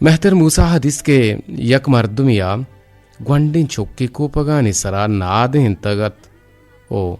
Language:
Eastern Balochi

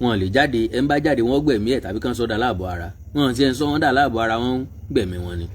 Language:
Yoruba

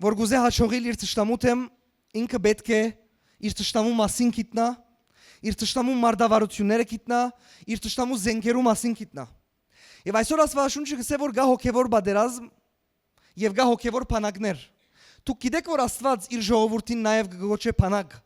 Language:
Western Armenian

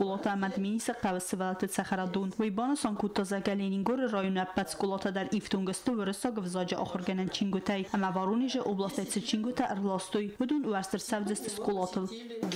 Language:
Ossetic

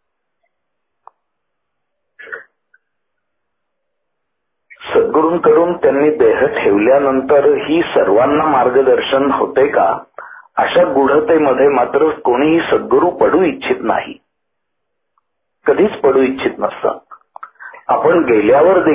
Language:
Marathi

